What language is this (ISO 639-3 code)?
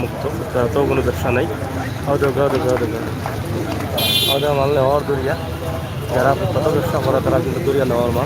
syl